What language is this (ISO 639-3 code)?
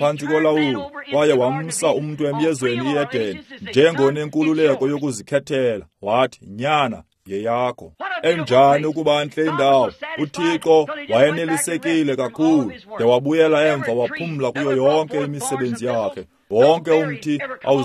xho